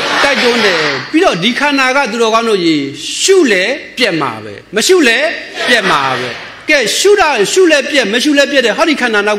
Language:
Burmese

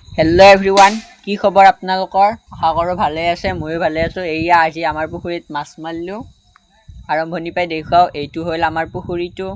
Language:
Assamese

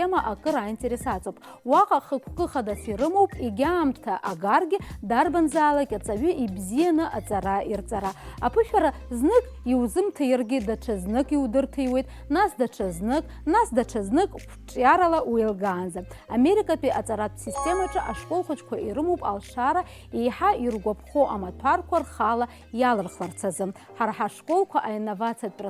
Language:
Abkhazian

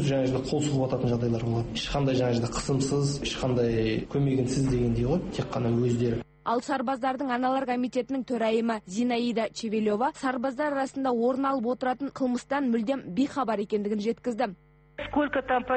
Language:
Kazakh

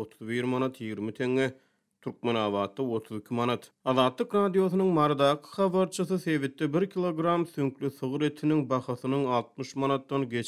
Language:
Turkmen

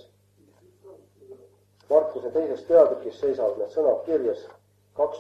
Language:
Estonian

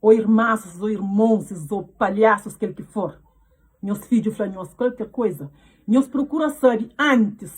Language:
Kabuverdianu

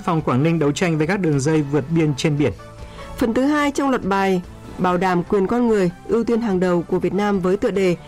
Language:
Vietnamese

